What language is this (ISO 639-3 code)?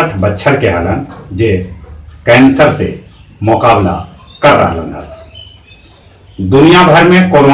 mag